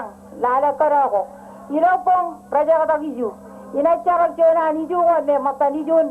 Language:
Marshallese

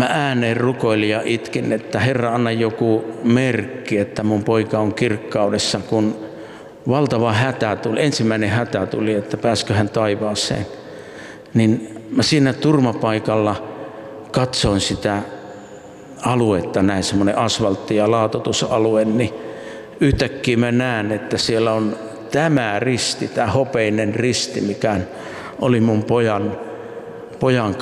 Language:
Finnish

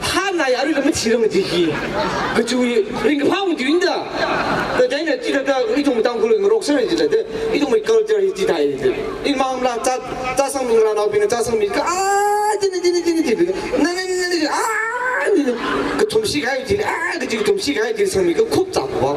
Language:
Tangkhul Naga (India)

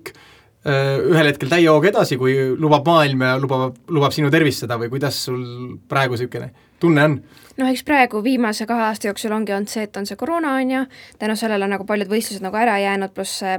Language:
Estonian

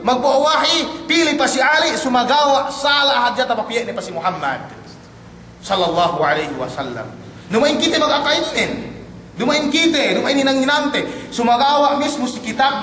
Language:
Yakan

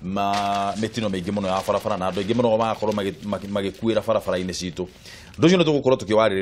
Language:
Kikuyu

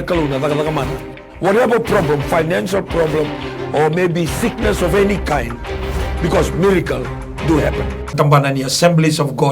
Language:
Fijian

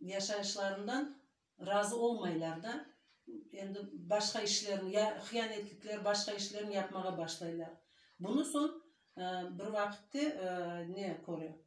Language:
Crimean Tatar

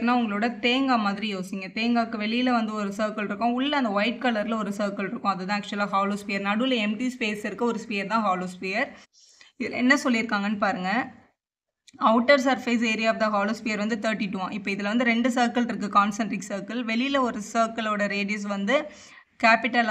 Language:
Tamil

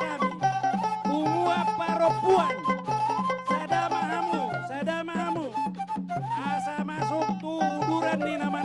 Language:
Batak Toba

